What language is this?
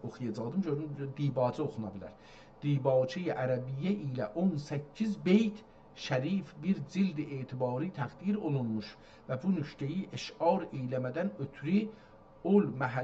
South Azerbaijani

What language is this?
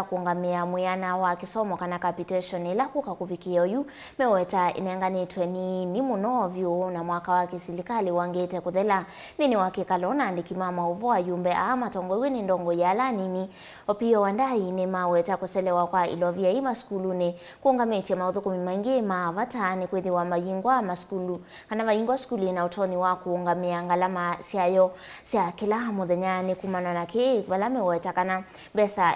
Kamba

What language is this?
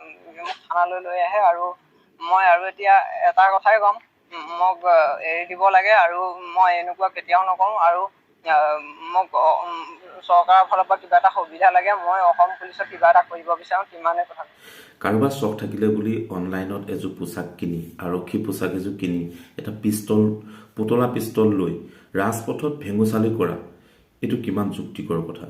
Assamese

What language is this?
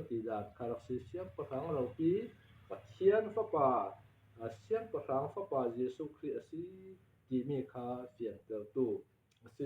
Falam Chin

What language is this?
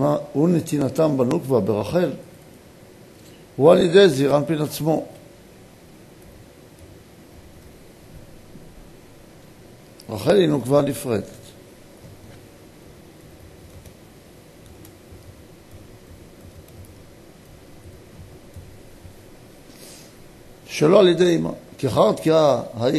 Hebrew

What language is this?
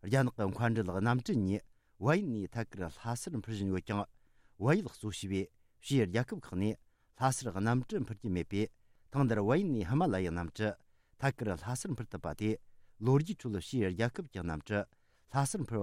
Tibetan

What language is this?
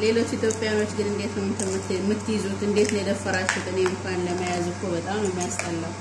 Amharic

